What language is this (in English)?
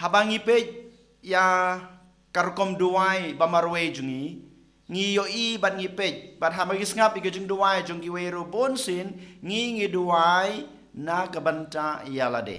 Khasi